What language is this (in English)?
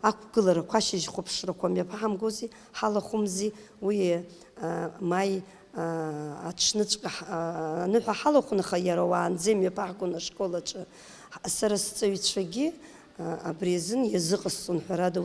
Abkhazian